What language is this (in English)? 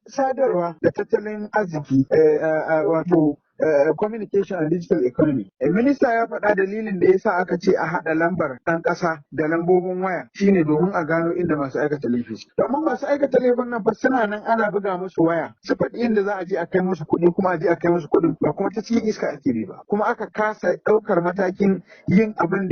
Hausa